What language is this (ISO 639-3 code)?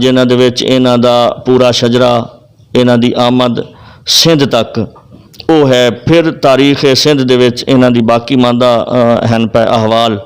lah